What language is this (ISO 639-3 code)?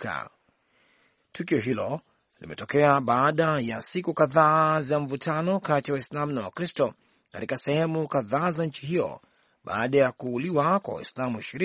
swa